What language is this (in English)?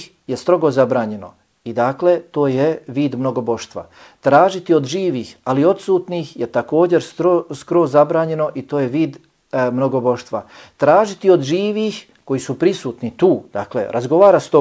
Bosnian